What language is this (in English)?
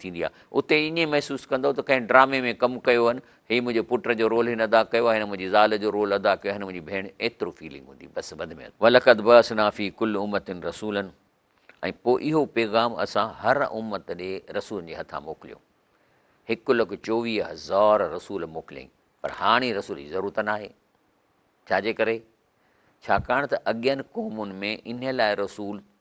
Sindhi